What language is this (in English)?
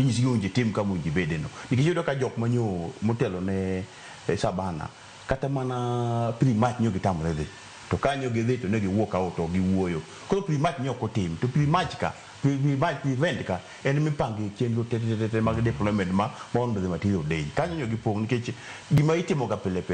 Luo (Kenya and Tanzania)